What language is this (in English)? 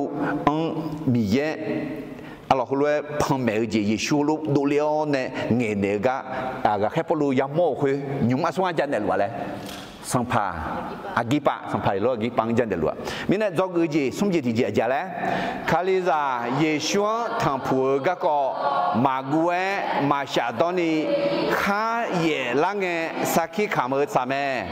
Akha